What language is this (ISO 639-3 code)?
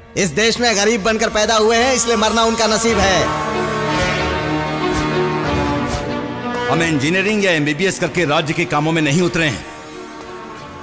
hin